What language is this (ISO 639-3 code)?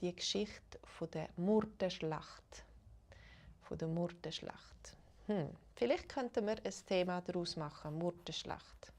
gsw